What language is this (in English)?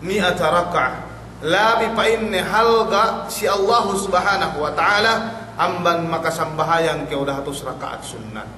Yakan